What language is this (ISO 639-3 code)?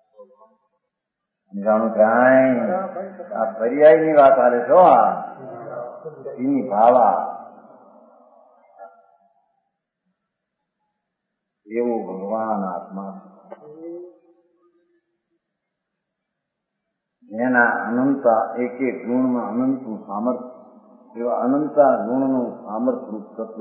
guj